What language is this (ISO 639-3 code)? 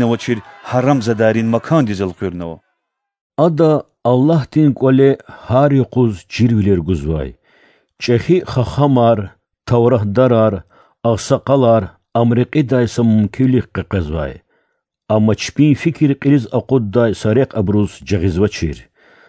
lez